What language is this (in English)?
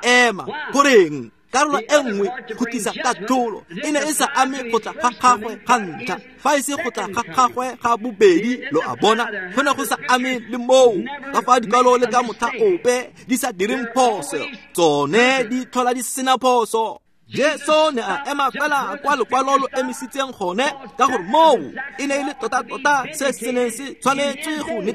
Tswana